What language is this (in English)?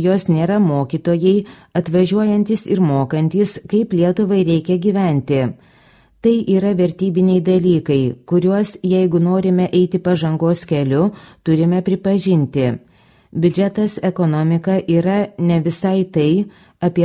Lithuanian